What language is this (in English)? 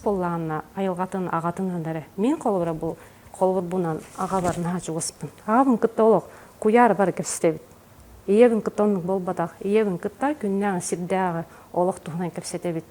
Yakut